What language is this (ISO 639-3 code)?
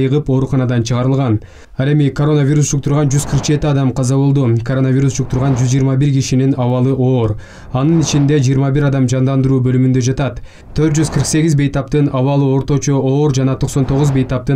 kir